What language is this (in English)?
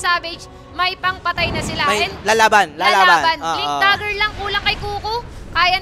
Filipino